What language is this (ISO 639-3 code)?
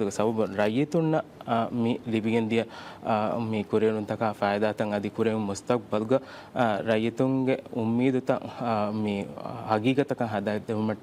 div